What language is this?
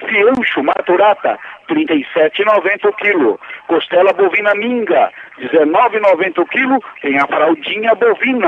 Portuguese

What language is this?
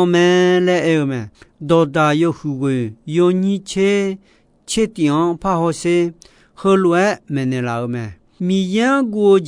Akha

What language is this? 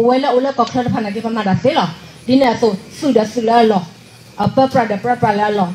S'gaw Karen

